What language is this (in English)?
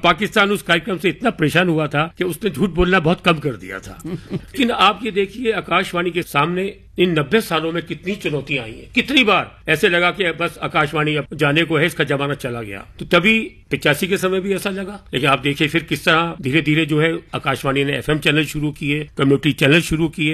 Hindi